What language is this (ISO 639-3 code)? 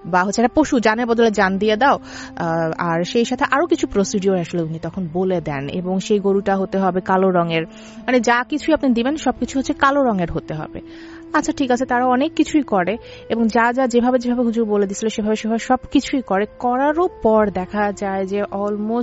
ben